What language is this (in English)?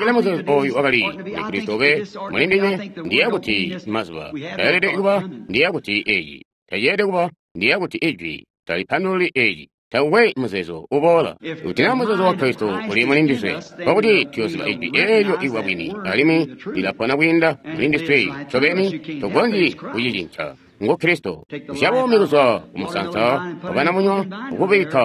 Tonga (Zambia)